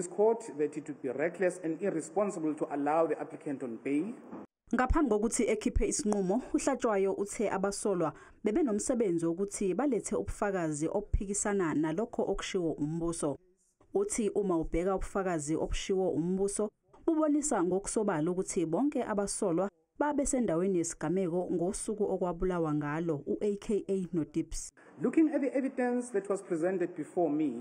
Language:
Zulu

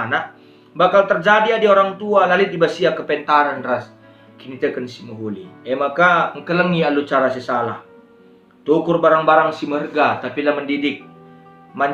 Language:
Batak Karo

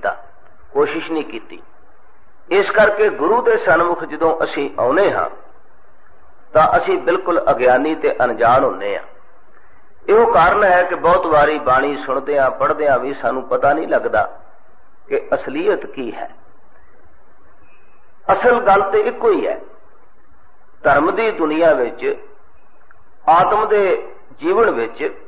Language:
Punjabi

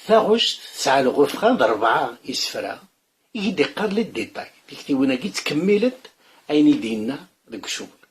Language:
Kabyle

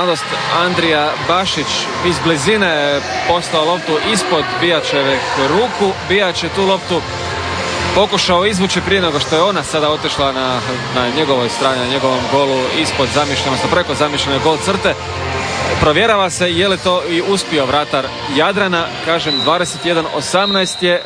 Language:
Croatian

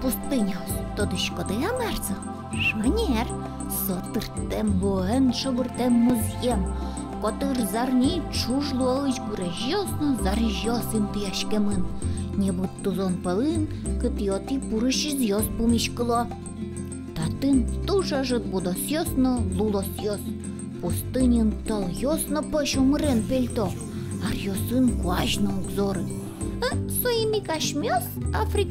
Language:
Udmurt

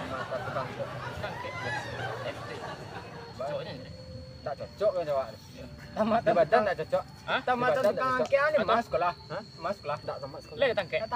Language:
Minangkabau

